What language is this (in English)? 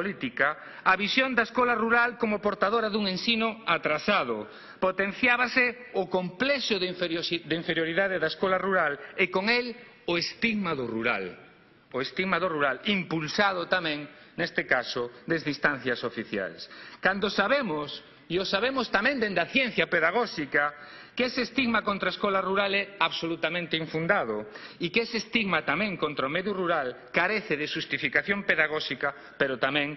Galician